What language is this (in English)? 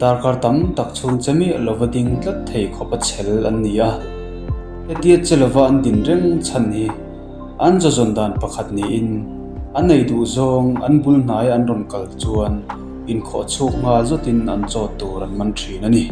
Mizo